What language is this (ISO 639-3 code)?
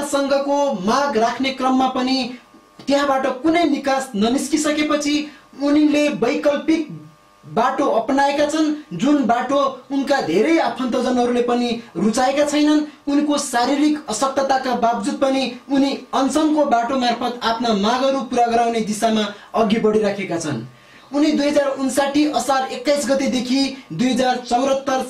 nep